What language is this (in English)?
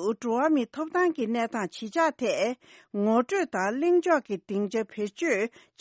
Tibetan